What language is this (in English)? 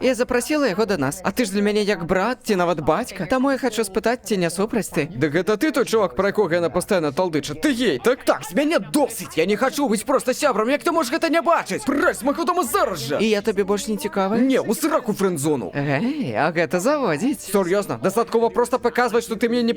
Belarusian